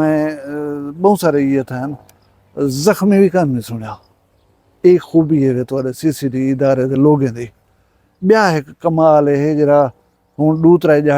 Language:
Saraiki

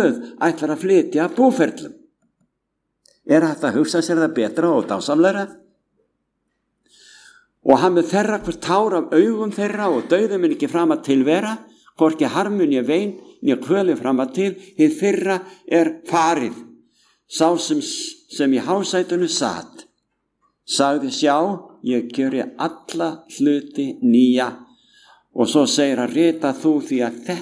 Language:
Icelandic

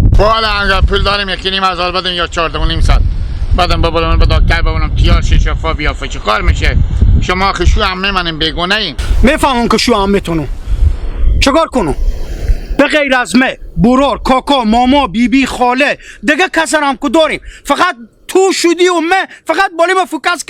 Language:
Hazaragi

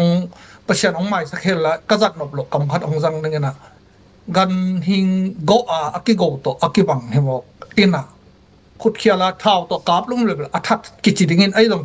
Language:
Tedim Chin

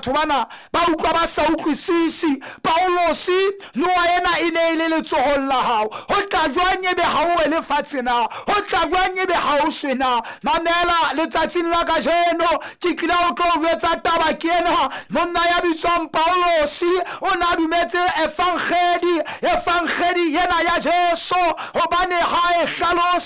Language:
Southern Sotho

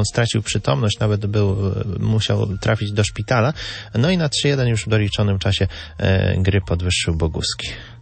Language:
Polish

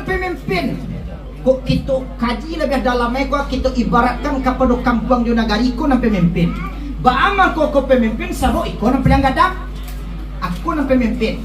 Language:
Minangkabau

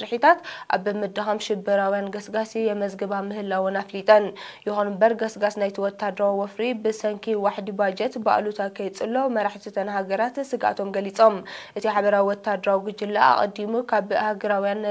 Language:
Tigrinya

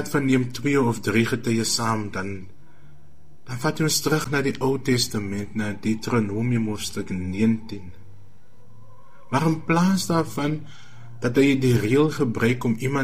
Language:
Afrikaans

